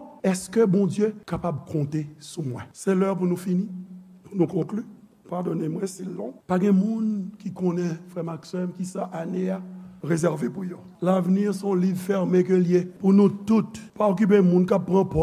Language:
Haitian Creole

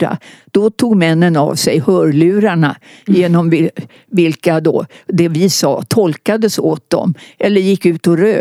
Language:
Swedish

